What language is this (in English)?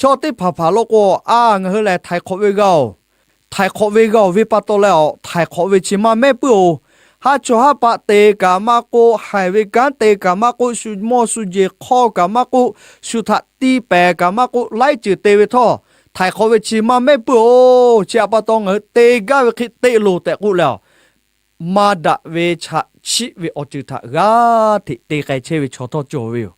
Lahu